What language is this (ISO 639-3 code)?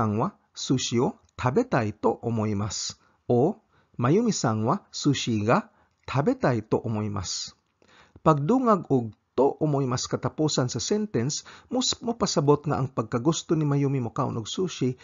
ceb